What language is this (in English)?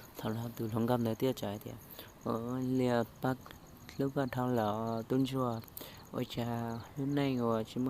Hmong